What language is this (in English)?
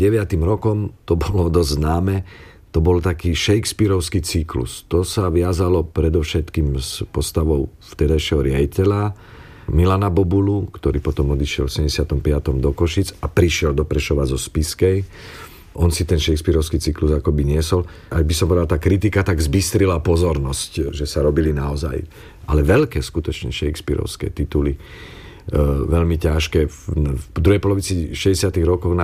Slovak